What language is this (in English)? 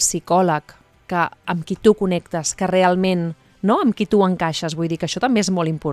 Catalan